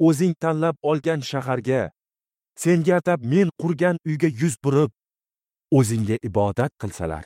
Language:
Uzbek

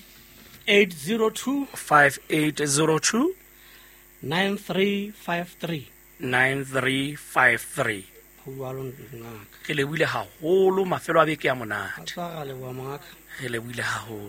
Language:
Southern Sotho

